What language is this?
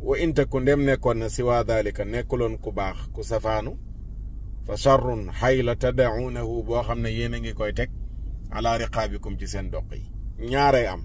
Wolof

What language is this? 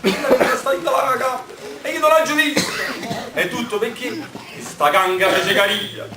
Neapolitan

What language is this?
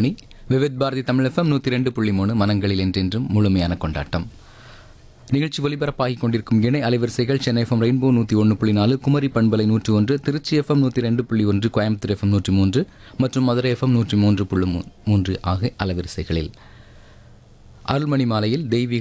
Tamil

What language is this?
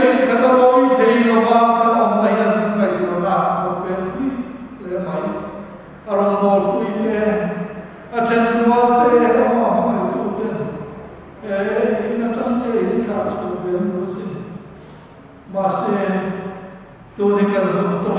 Mizo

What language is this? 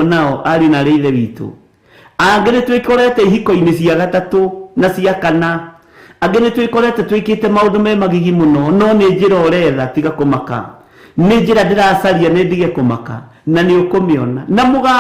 Kikuyu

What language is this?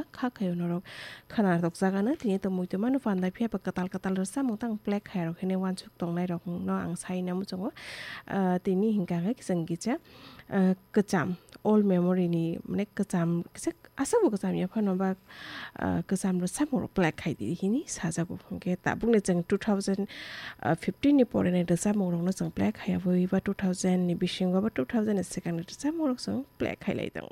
Kok Borok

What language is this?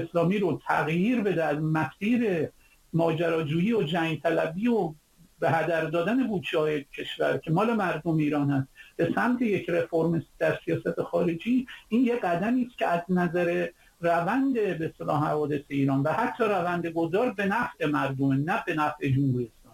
Persian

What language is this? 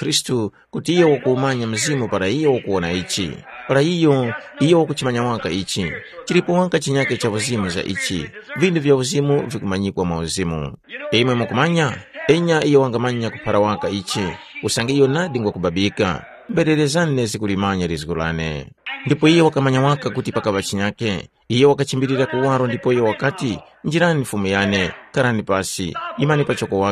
Tumbuka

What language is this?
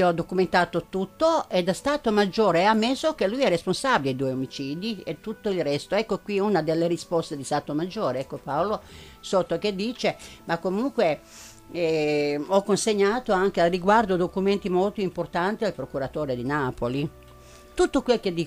Italian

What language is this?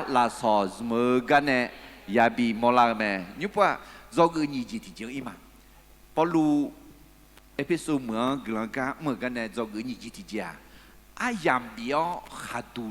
Akha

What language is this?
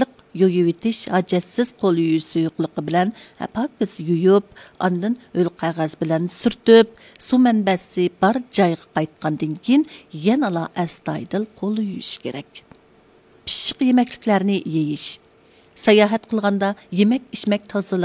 Uyghur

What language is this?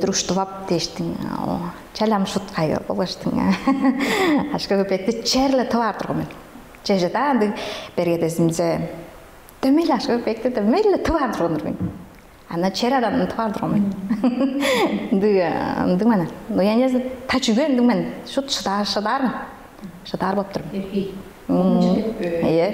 Tuvinian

